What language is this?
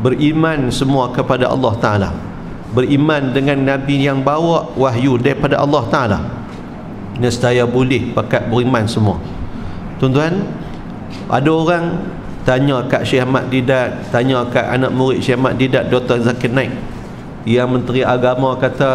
Malay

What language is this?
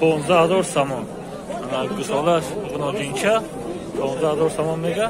Tajik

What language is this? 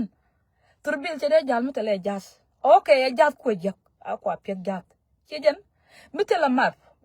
Nuer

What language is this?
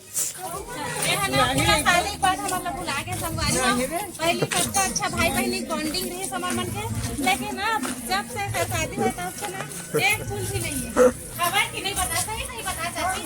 Chhattisgarhi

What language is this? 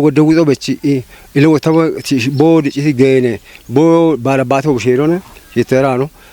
Kafa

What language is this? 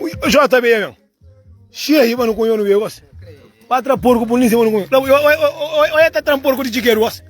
Kabuverdianu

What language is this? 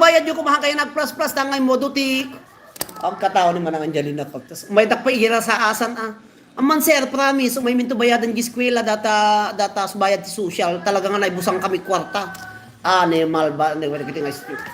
Iloko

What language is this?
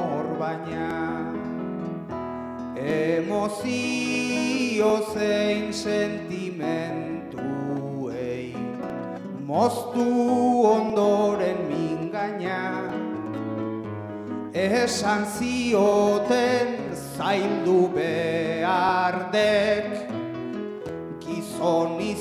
Basque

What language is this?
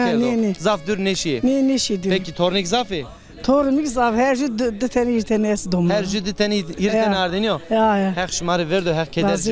Zaza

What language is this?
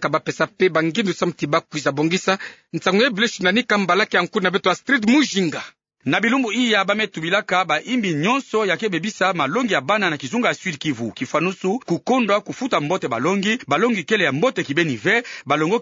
Kituba (Democratic Republic of Congo)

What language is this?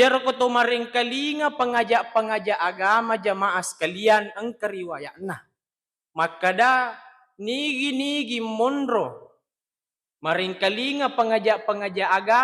Buginese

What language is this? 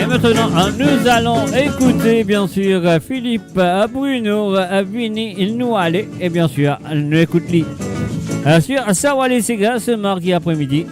Morisyen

